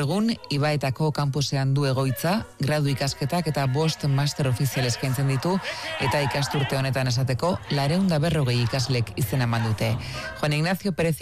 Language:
Basque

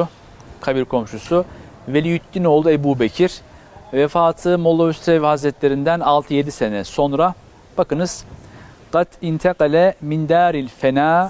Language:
Turkish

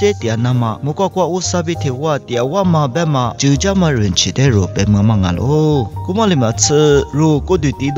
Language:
Lisu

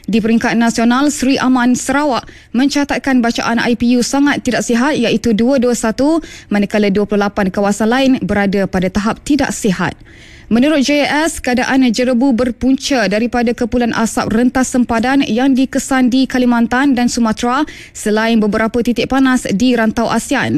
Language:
Malay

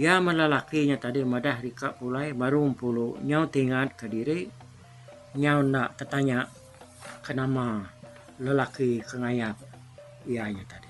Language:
Iban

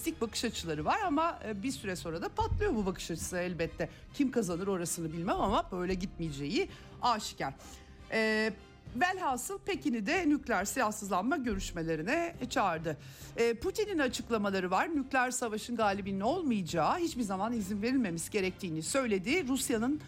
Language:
Turkish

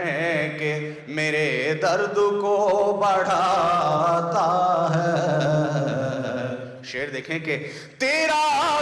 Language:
Urdu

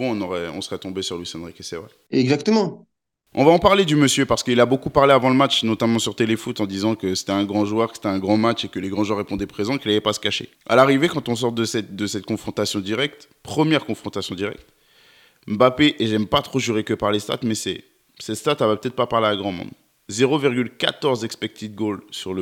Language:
French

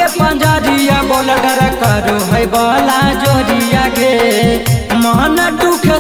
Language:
Magahi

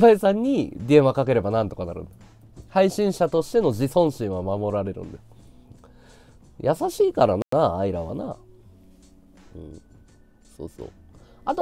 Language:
Japanese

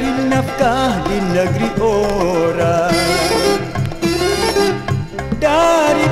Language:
Malay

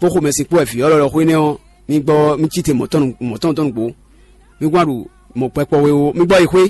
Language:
Fon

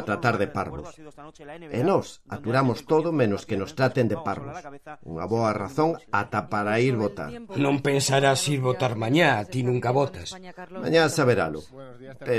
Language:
Galician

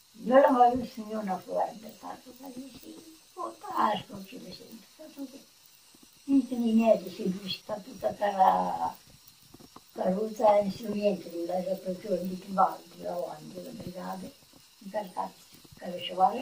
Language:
Romanian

